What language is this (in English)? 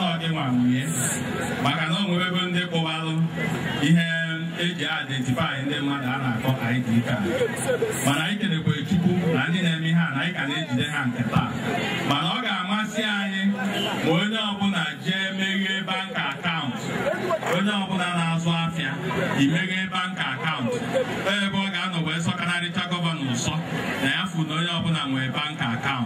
Igbo